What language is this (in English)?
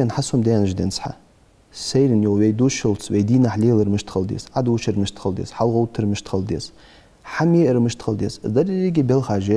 Ingush